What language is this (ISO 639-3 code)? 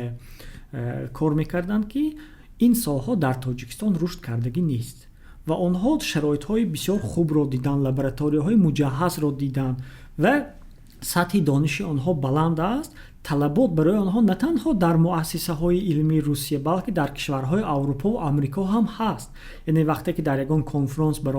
tgk